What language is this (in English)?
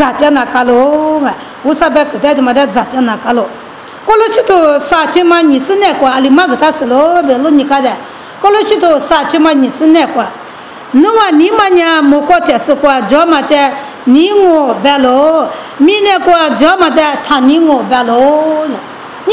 Lisu